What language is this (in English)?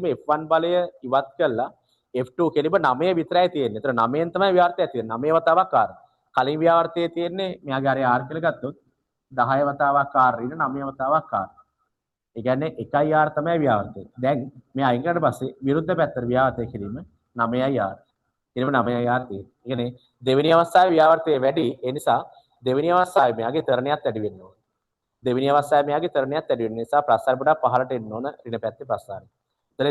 Sinhala